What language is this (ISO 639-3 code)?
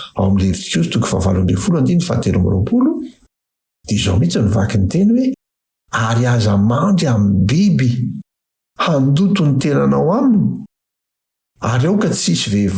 mlg